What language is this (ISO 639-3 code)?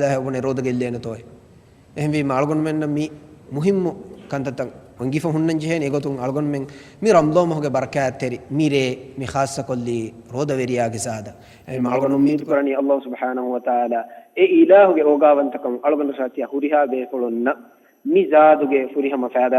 div